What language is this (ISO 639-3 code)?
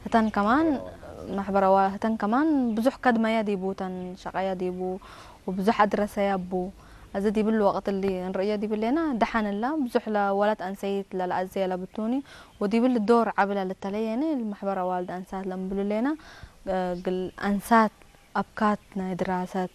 tig